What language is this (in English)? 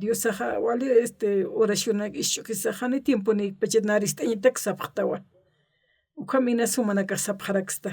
Aymara